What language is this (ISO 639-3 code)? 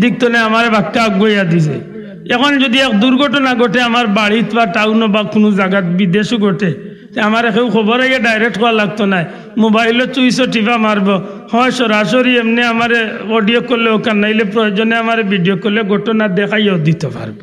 syl